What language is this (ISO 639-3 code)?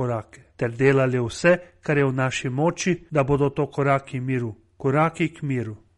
slv